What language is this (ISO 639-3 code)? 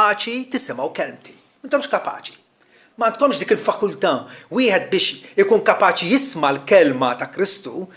mlt